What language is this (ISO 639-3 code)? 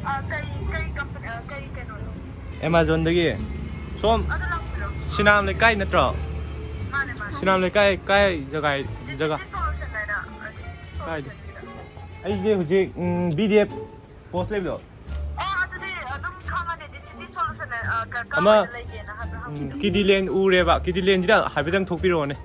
mni